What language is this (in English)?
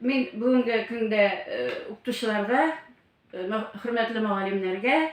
Tatar